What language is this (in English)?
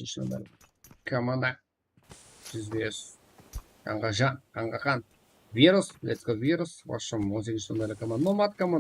Kara-Kalpak